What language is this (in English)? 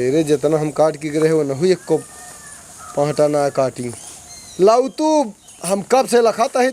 Awadhi